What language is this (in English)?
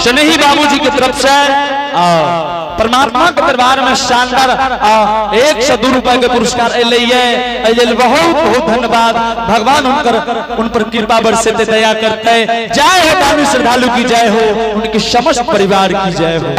Angika